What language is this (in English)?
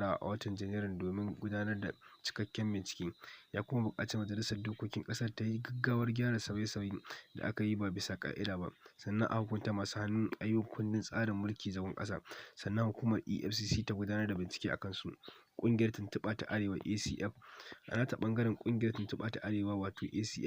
Hausa